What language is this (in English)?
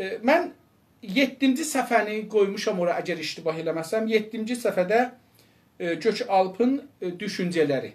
South Azerbaijani